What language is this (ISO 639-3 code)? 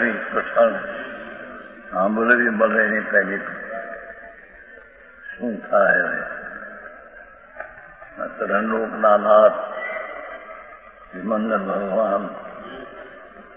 guj